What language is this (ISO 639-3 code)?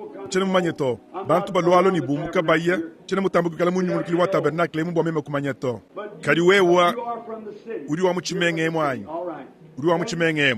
lua